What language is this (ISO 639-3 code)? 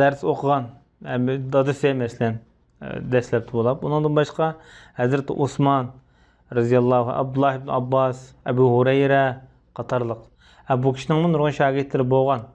uig